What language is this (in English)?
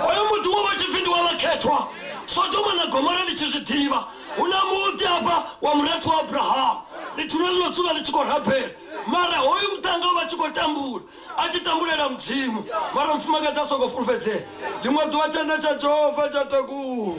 Venda